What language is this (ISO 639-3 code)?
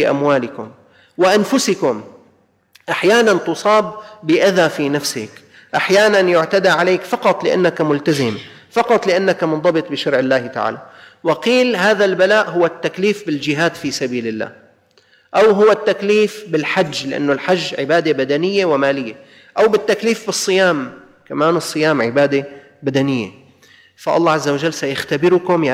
ara